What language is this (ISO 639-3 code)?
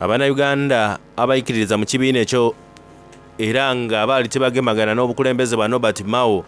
xog